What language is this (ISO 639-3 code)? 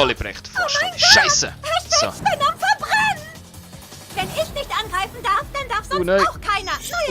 gsw